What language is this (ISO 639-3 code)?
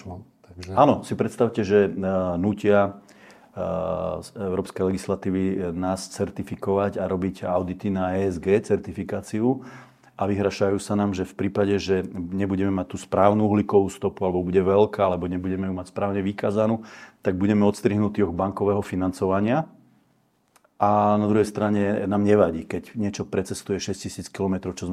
slk